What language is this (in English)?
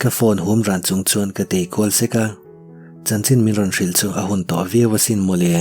Mizo